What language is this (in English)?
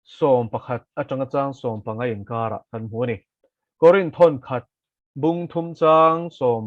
Mizo